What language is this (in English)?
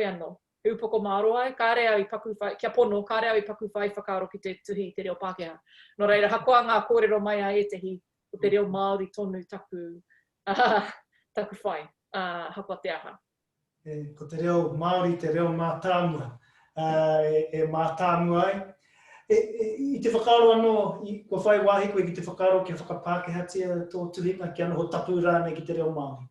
Māori